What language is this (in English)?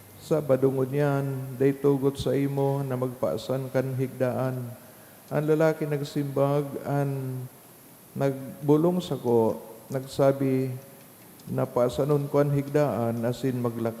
Bikol